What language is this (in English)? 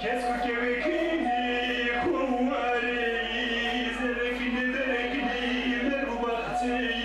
Zaza